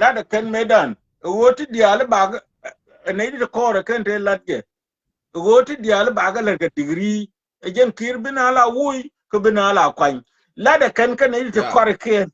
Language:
Nuer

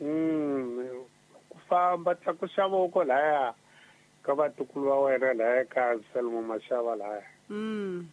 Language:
Tsonga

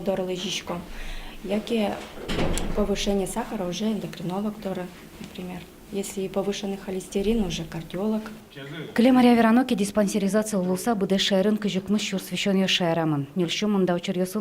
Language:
Udmurt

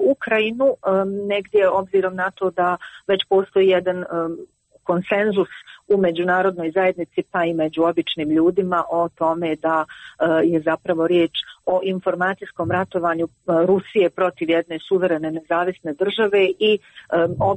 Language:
Croatian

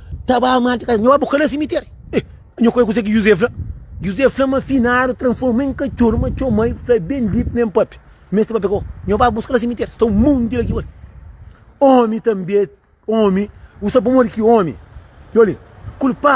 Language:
Kabuverdianu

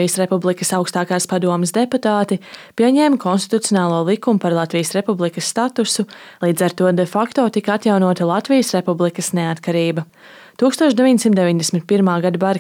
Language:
Latvian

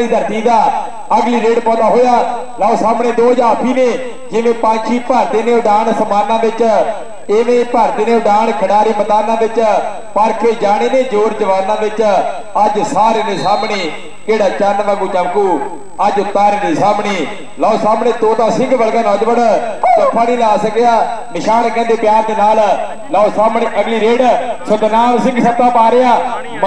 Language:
Punjabi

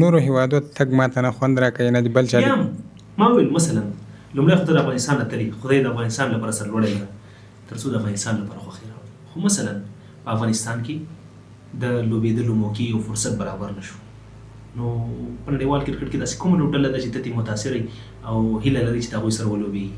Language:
Pashto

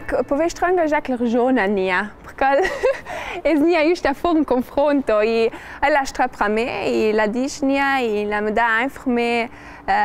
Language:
Ladin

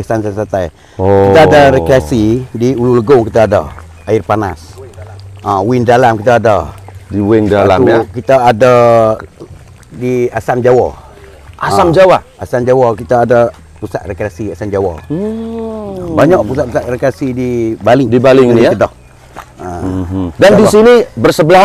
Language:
Malay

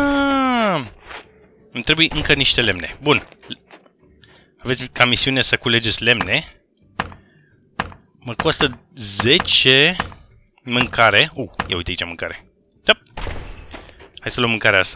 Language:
Romanian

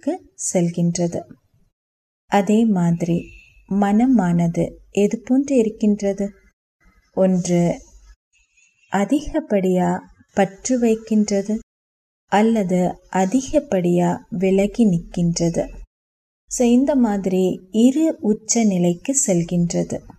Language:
Tamil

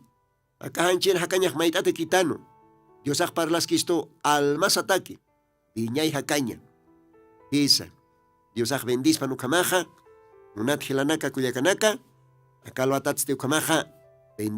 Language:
Aymara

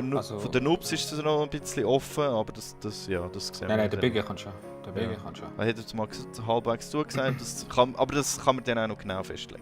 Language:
Swiss German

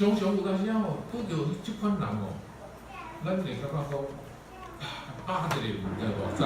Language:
Min Nan Chinese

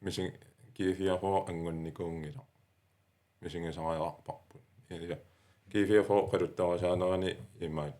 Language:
Kalaallisut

